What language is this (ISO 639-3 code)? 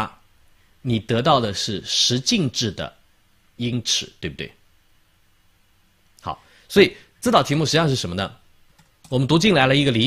zho